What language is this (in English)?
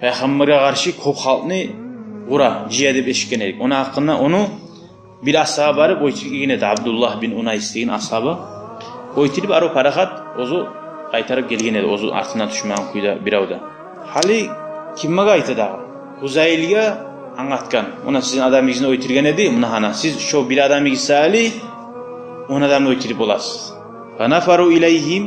Kumyk